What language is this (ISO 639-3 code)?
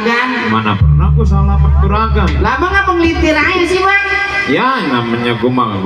bew